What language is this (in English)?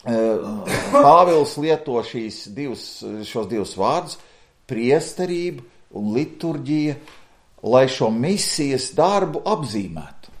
Latvian